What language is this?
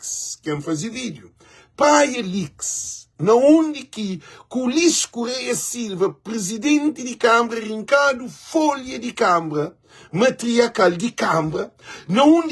Kabuverdianu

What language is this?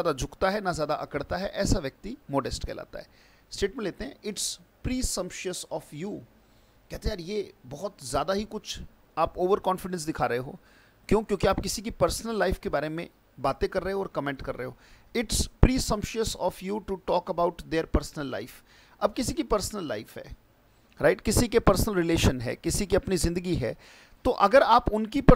Hindi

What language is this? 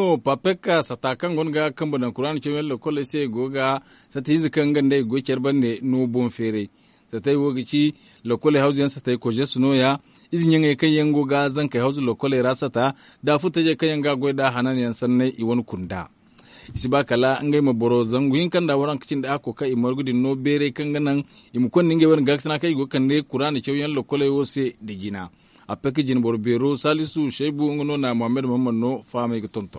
Zarma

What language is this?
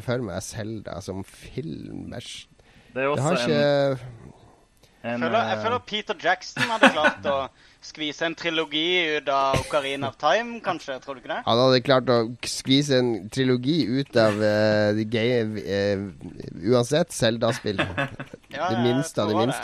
Norwegian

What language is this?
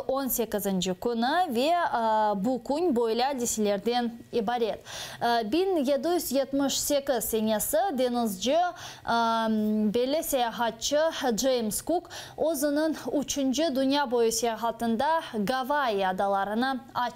Crimean Tatar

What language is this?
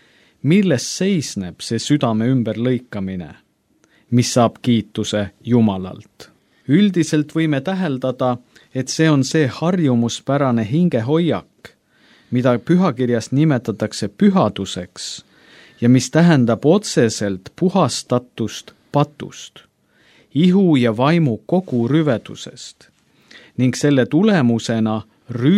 Estonian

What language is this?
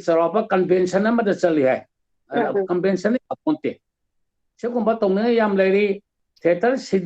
Manipuri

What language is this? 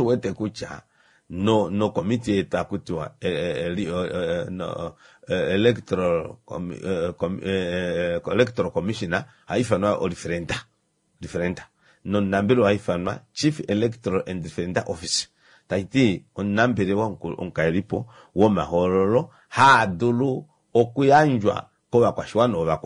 Kuanyama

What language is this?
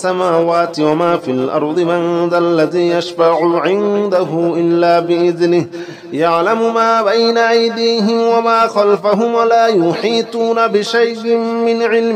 Arabic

